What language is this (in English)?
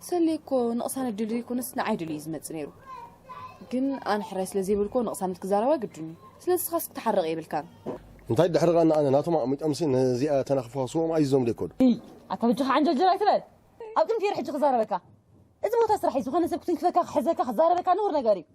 Tigrinya